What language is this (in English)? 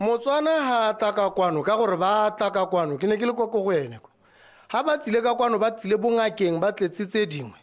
Tswana